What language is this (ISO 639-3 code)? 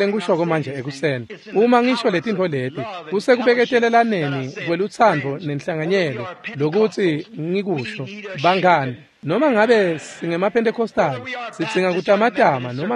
ssw